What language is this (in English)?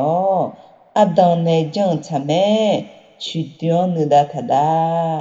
Akha